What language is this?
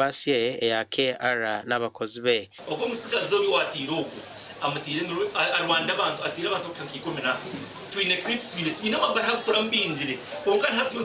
Nyankole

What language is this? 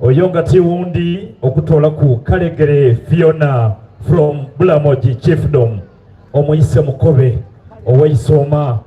Soga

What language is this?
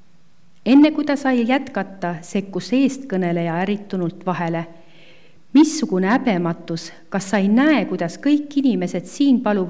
Estonian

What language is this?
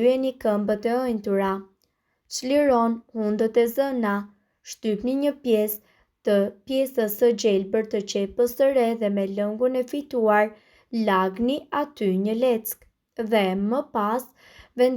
Albanian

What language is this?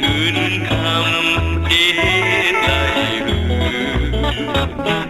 Shan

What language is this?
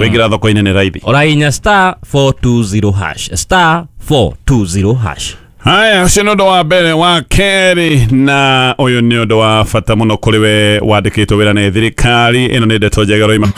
Kikuyu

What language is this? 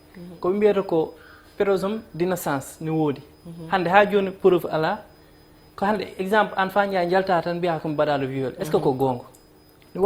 Fula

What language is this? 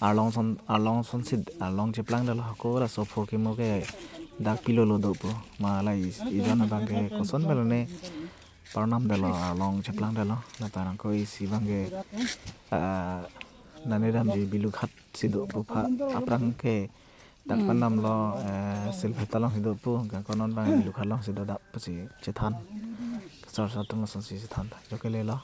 Karbi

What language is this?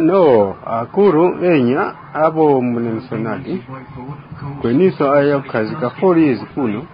Tumbuka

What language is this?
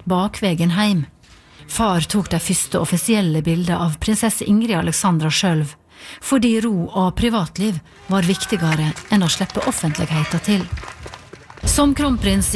Norwegian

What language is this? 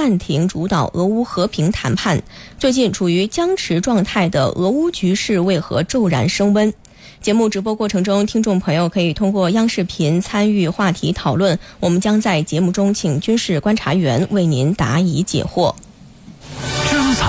Chinese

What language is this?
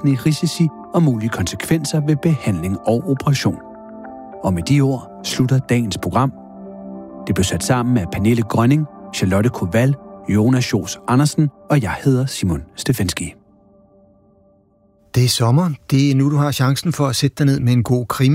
Danish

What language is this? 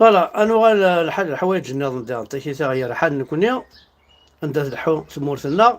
Kabyle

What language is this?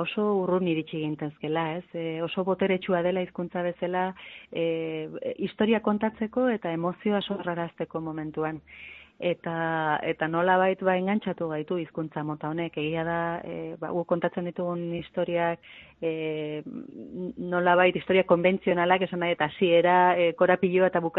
Basque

